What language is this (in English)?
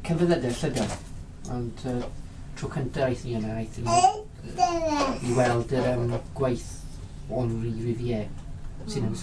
Welsh